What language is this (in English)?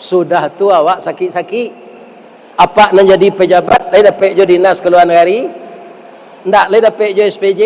Minangkabau